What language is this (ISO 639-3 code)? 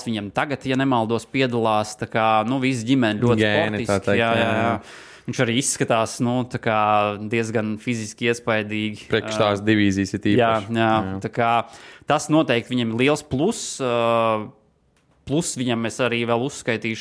lav